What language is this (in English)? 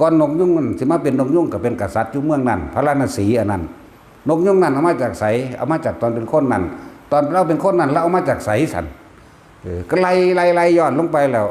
Northeastern Thai